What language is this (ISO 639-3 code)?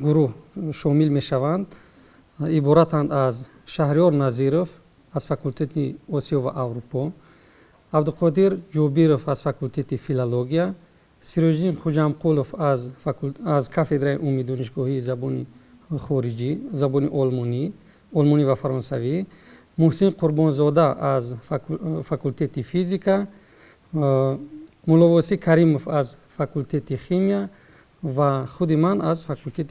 tgk